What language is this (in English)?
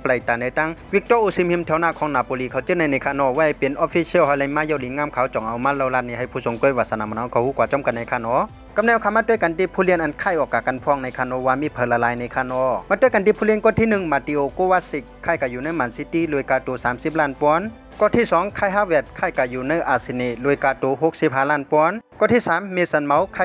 Shan